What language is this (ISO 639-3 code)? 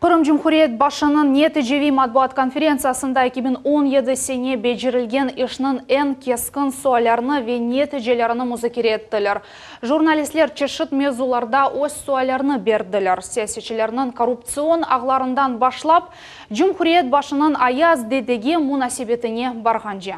crh